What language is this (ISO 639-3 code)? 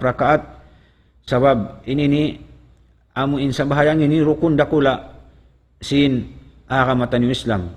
tsg